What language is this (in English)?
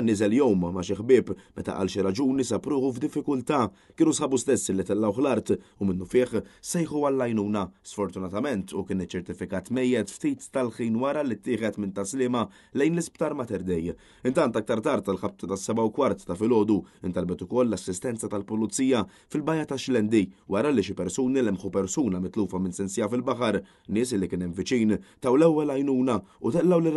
Maltese